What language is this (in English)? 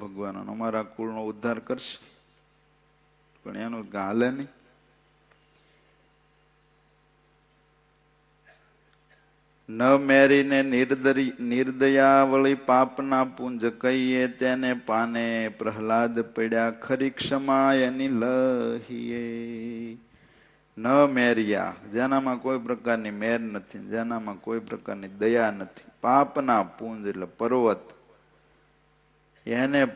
Gujarati